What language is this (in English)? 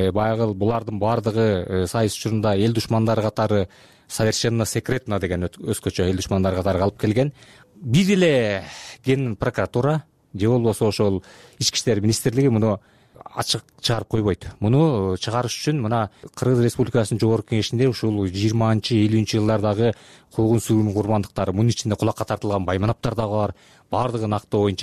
Kyrgyz